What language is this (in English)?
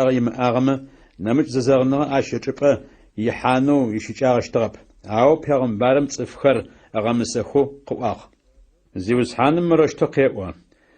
Adyghe